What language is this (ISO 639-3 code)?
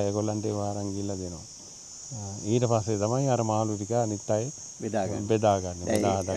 sin